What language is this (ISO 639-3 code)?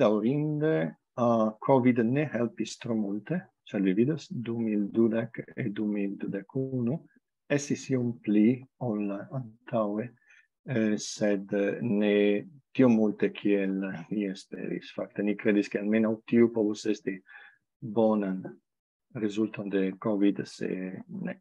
epo